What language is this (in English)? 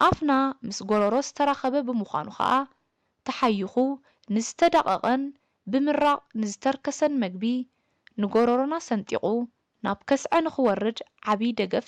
Tigrinya